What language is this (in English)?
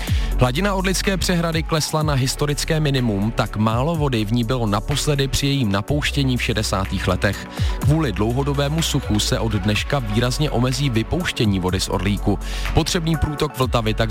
Czech